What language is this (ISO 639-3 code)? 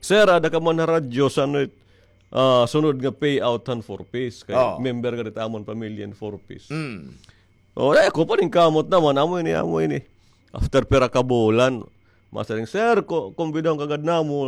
war